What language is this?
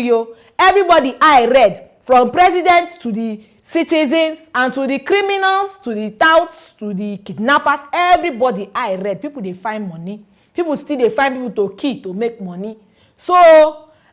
Nigerian Pidgin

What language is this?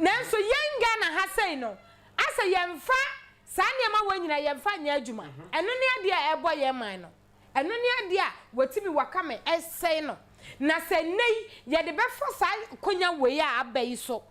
Akan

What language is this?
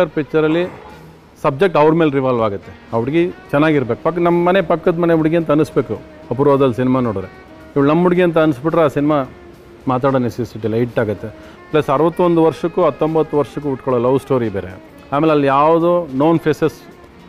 Kannada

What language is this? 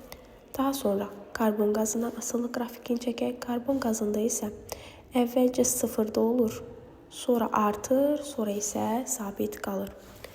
Azerbaijani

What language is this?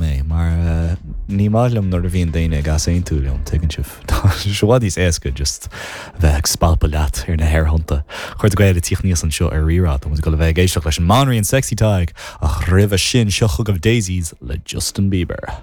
Irish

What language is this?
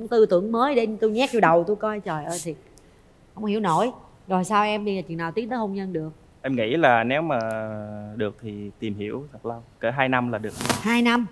Vietnamese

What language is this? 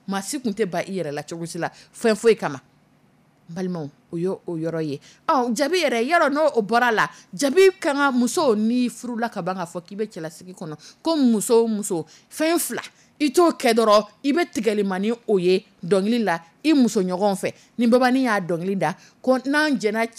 Dyula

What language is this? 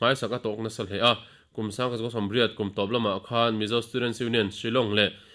Mizo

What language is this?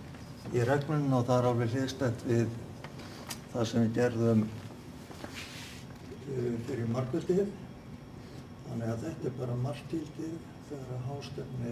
Icelandic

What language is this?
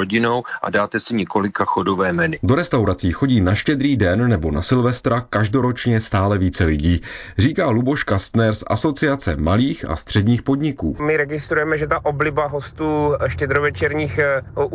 Czech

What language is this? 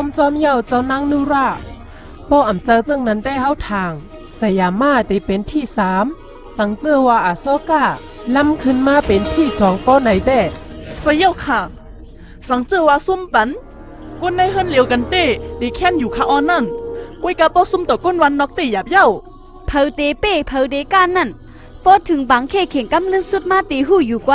Shan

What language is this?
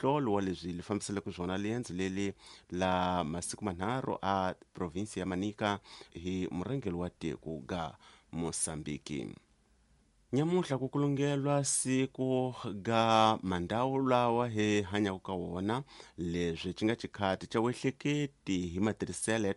Tsonga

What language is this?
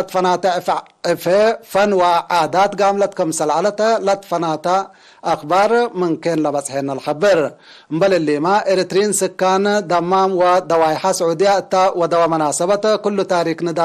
Tigre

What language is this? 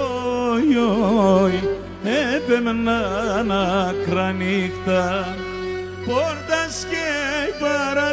Greek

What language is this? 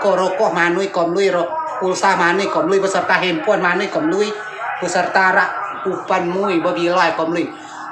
Rejang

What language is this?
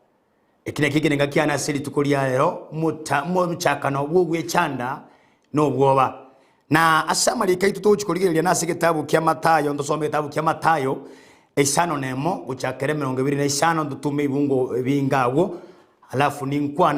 Gusii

